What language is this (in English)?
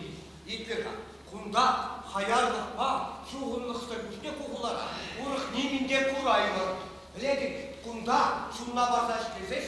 Chuvash